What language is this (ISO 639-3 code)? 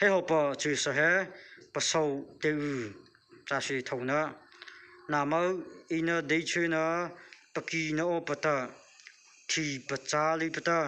mrh